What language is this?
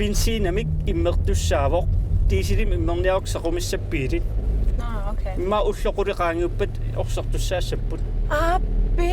Kalaallisut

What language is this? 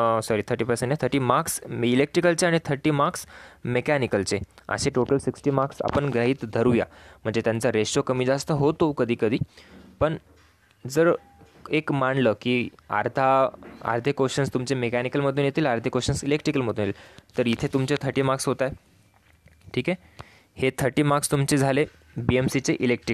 Marathi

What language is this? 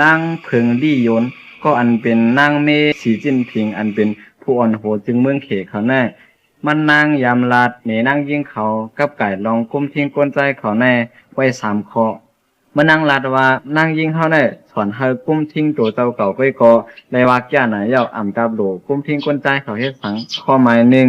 Lao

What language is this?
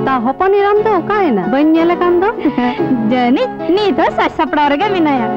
Santali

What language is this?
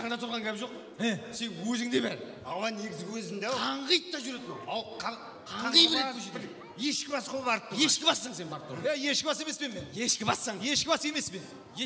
Kara-Kalpak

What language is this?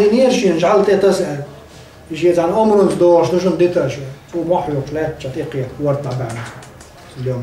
Chechen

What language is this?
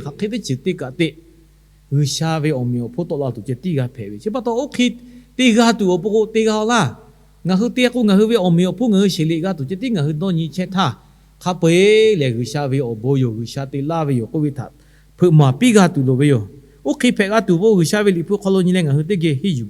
Lahu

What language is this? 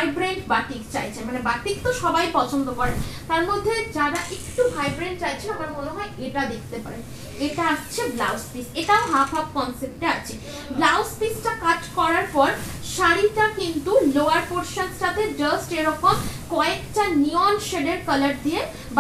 Bangla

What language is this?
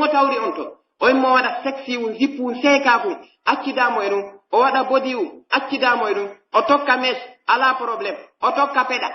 Pular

